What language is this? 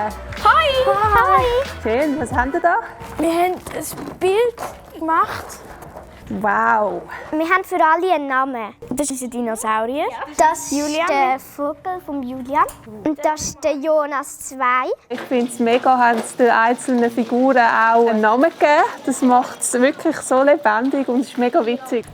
Swiss German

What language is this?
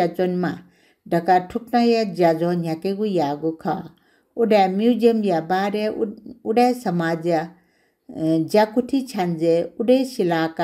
Newari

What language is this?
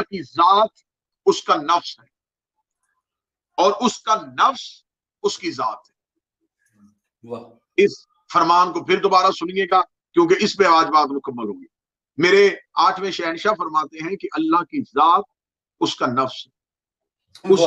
Urdu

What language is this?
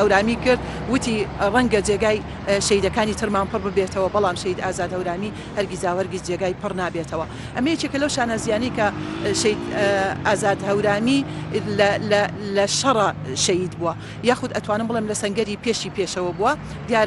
Central Kurdish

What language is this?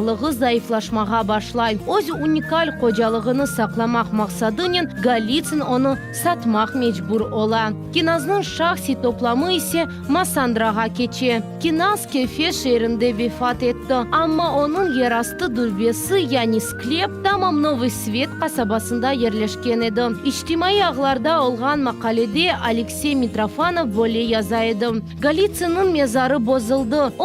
Crimean Tatar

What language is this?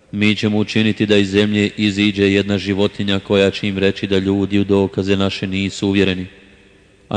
Bosnian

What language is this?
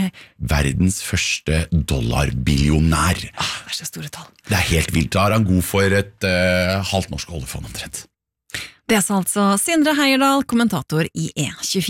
Norwegian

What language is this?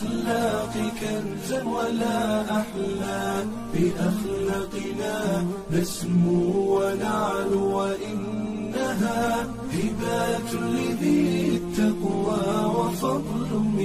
Arabic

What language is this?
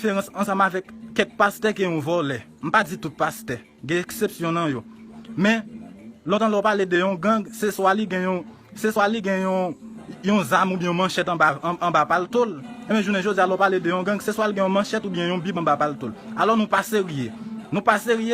Haitian Creole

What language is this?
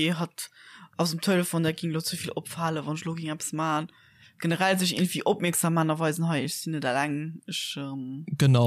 Luxembourgish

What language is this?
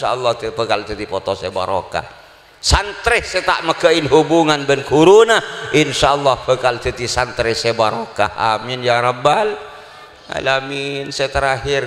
Madurese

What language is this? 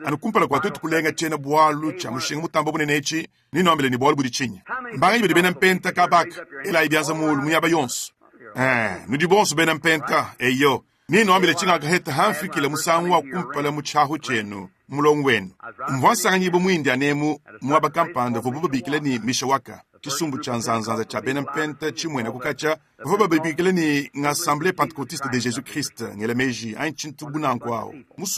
Luba-Lulua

